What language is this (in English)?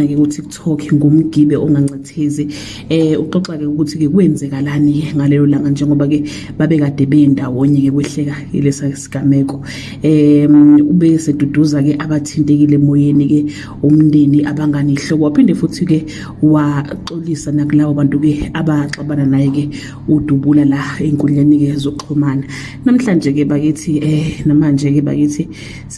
Zulu